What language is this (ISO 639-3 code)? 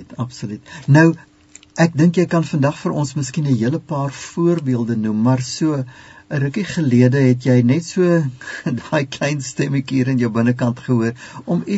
afr